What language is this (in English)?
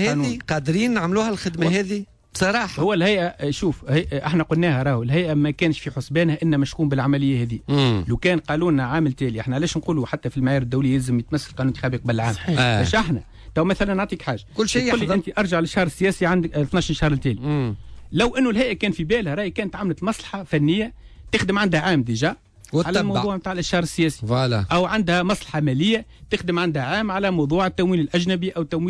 Tunisian Arabic